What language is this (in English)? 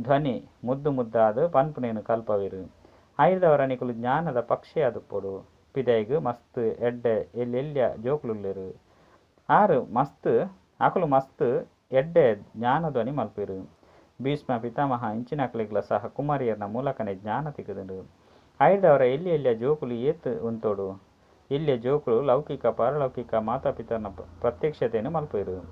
Tulu